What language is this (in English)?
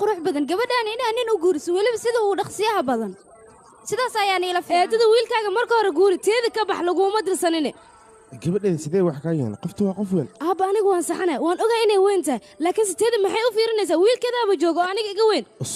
Somali